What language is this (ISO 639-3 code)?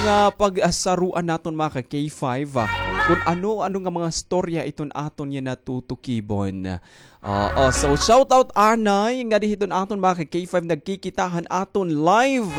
war